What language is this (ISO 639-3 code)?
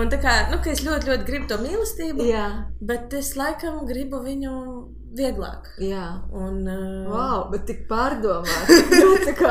lav